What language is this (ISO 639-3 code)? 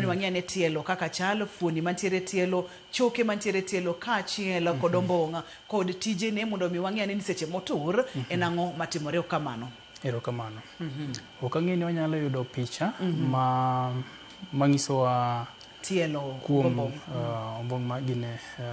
luo